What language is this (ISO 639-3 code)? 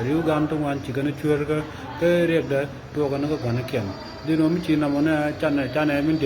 nus